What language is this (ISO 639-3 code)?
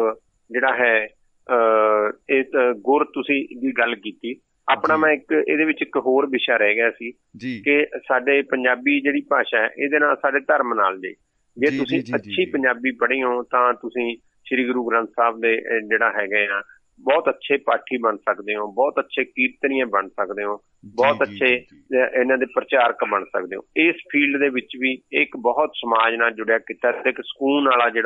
pan